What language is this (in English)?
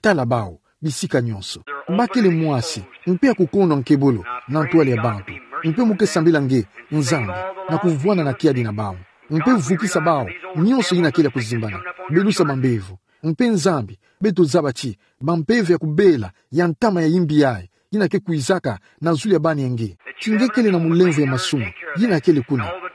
Kituba (Democratic Republic of Congo)